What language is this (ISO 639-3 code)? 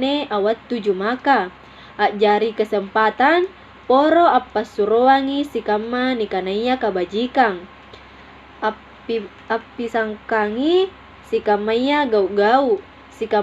mak